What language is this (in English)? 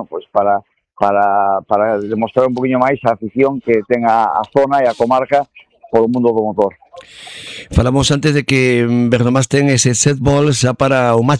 Galician